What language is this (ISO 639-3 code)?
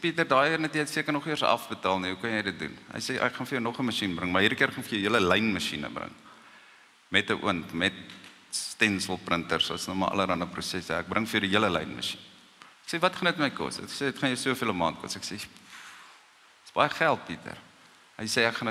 afr